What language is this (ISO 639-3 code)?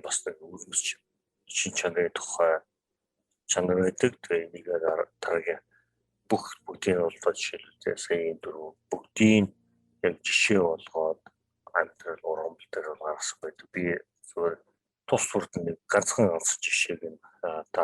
mon